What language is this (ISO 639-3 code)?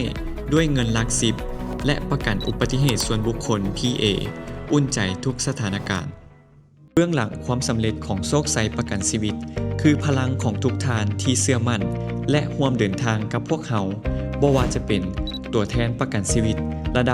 lao